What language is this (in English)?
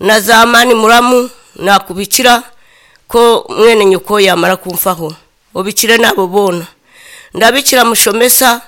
Nyoro